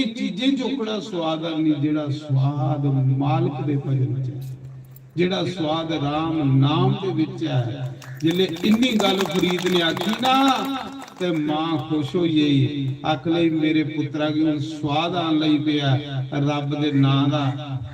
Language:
Dogri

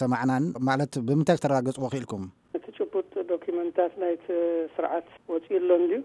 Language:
Tigrinya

